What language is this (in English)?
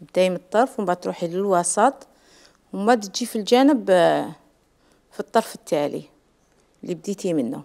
Algerian Arabic